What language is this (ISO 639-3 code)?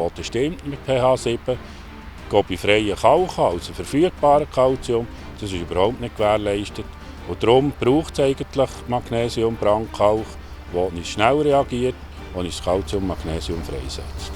gsw